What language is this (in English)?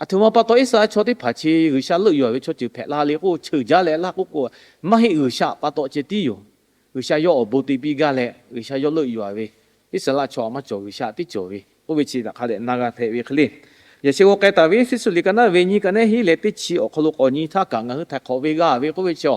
Lahu